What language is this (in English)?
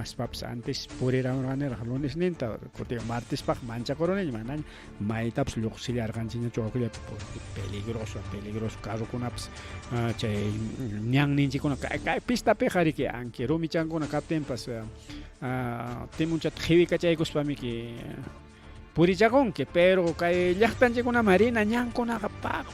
Ayacucho Quechua